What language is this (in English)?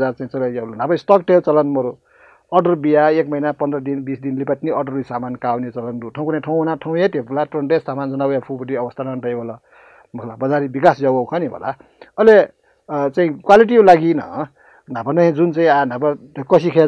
Newari